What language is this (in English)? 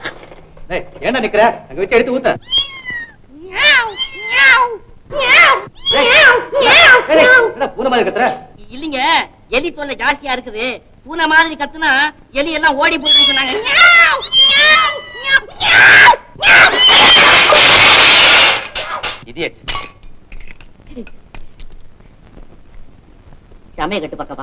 Tamil